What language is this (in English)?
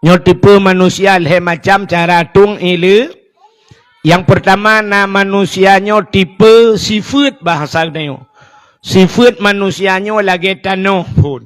Achinese